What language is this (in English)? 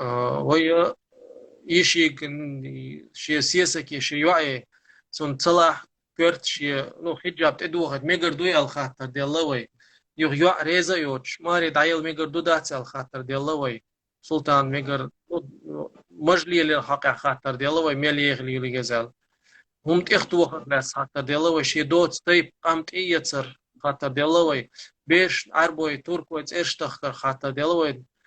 Chechen